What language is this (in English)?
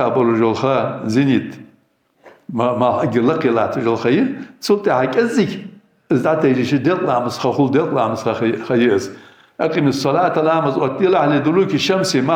Ingush